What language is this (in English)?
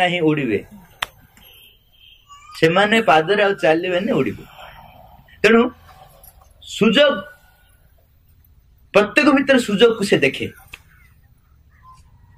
Odia